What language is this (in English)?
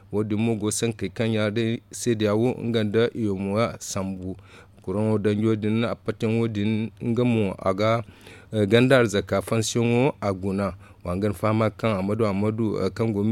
Zarma